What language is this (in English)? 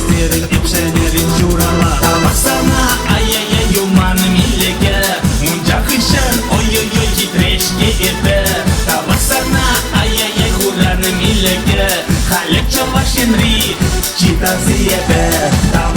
Chuvash